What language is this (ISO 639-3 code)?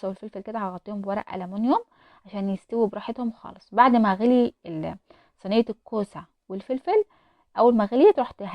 arz